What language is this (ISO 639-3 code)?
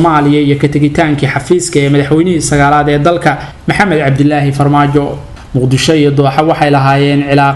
som